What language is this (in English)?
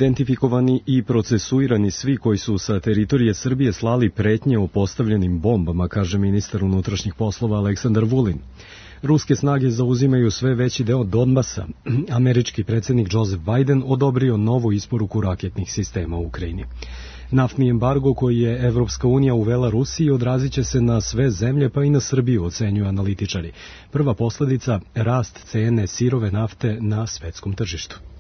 Serbian